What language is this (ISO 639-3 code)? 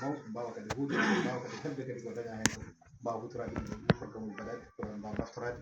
ful